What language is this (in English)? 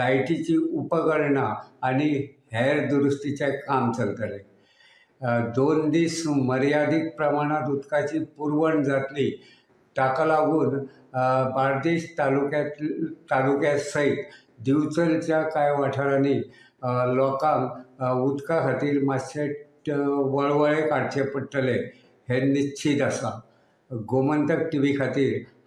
Konkani